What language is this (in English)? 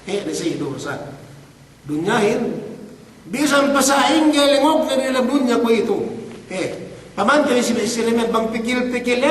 Yakan